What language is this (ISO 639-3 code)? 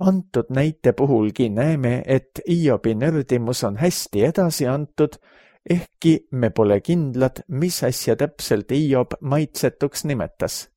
est